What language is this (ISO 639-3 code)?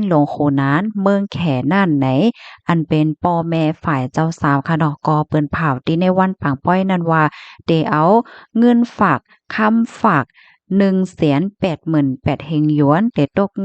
shn